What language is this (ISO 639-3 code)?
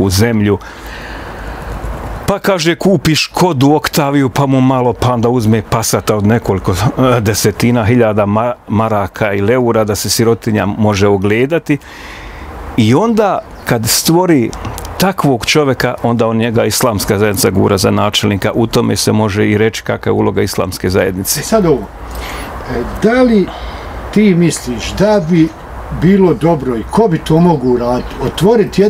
bos